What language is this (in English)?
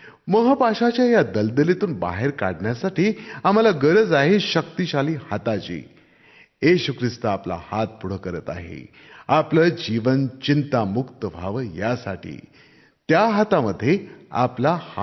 Marathi